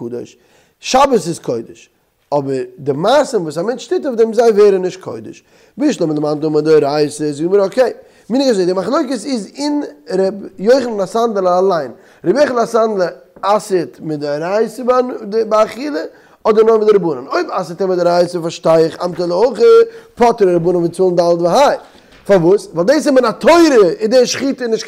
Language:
Yiddish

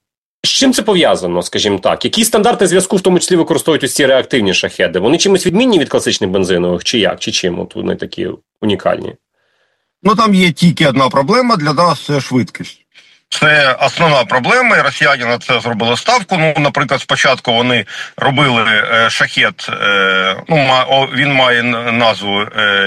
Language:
Ukrainian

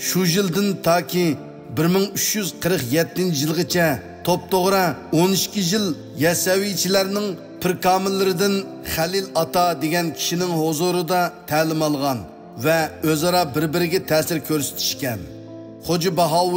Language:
Uyghur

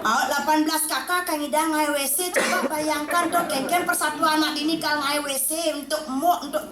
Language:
Balinese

